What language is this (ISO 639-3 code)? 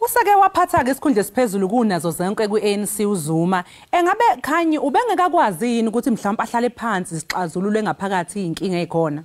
zul